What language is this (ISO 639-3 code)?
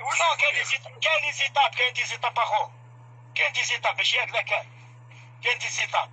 arq